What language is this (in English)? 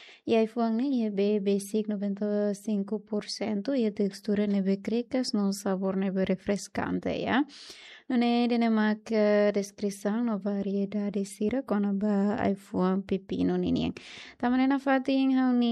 Tetum